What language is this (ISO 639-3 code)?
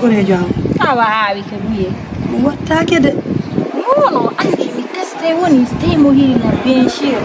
ful